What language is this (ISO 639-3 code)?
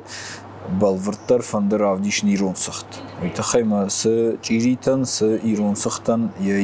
oss